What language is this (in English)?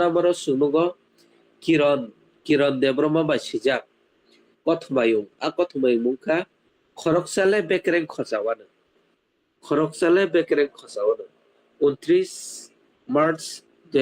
Kok Borok